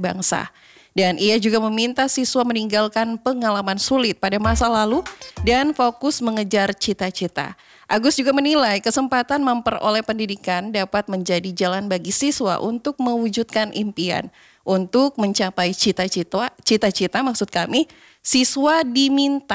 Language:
Indonesian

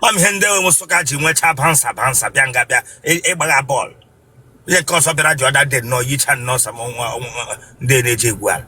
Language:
Igbo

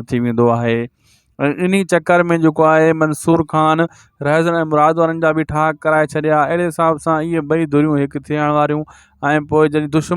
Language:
Sindhi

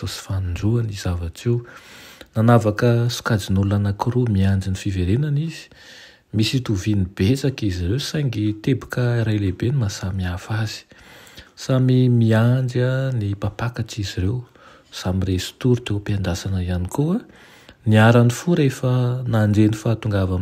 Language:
Malagasy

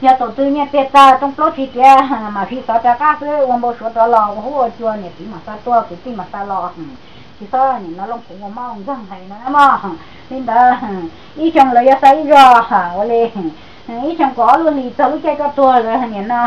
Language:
Hmong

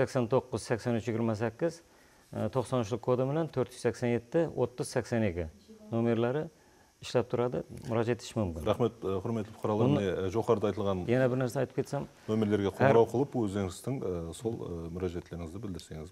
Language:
Kara-Kalpak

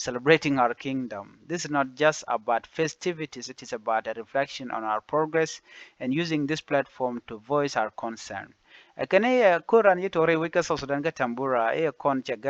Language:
Nuer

